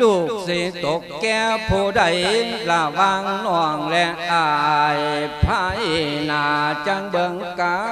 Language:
Lao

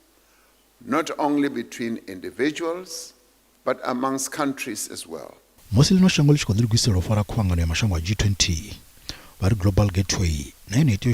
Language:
Venda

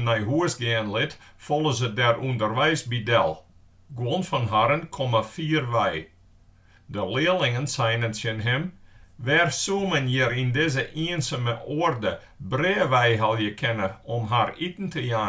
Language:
Western Frisian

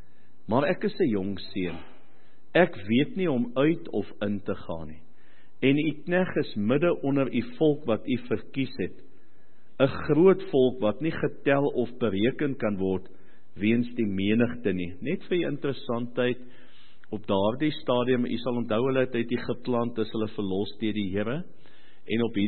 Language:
Afrikaans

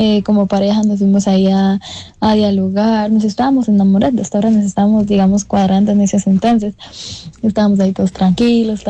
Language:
Spanish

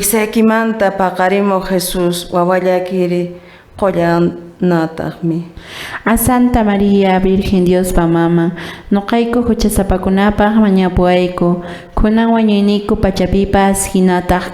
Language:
Quechua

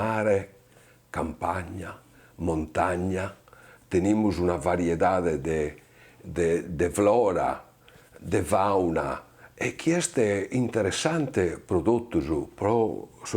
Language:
Sardinian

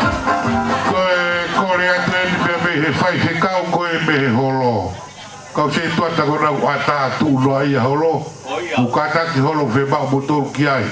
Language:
Tongan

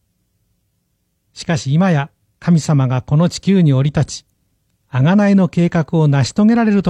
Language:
Japanese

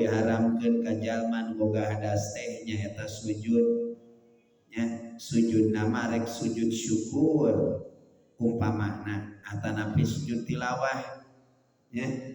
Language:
Sundanese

